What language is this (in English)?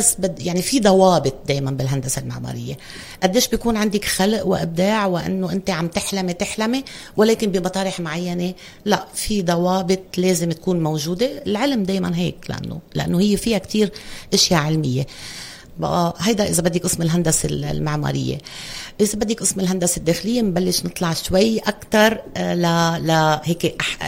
North Levantine Arabic